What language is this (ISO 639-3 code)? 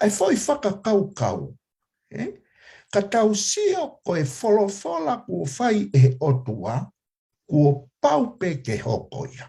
ton